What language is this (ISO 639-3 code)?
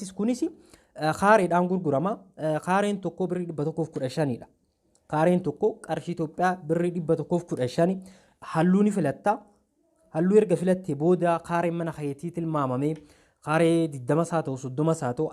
orm